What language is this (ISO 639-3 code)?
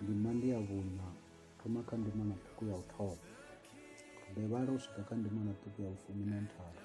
ven